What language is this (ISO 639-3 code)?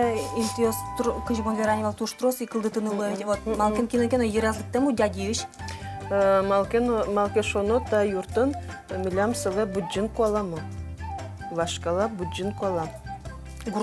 udm